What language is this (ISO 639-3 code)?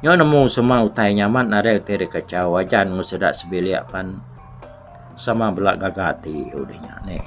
iba